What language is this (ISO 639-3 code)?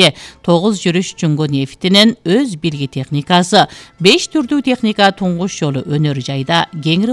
kir